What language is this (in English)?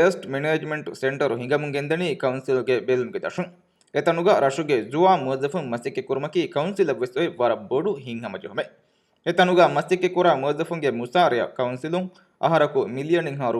Divehi